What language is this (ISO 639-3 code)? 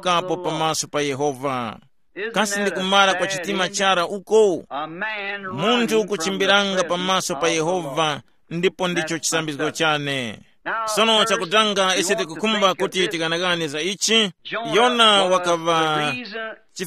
tum